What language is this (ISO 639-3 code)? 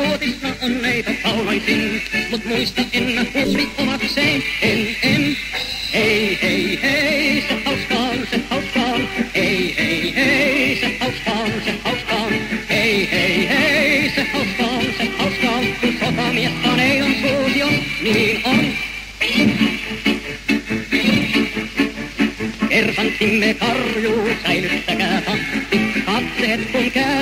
fin